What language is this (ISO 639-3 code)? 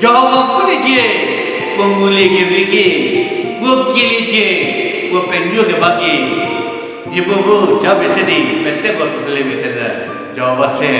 njm